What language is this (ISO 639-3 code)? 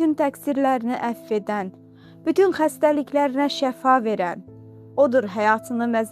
aze